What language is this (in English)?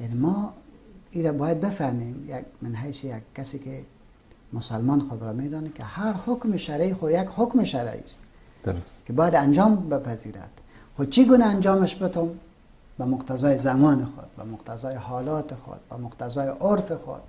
Persian